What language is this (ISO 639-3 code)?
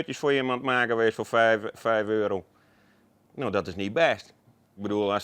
fry